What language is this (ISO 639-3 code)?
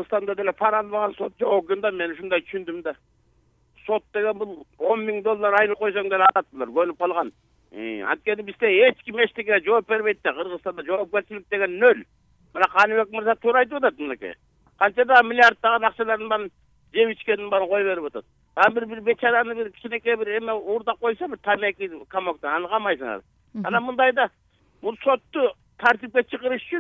kir